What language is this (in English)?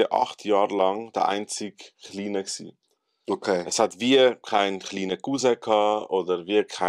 Swiss German